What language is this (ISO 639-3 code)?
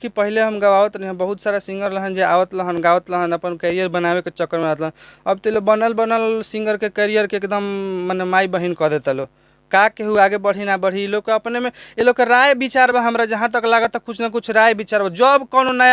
bho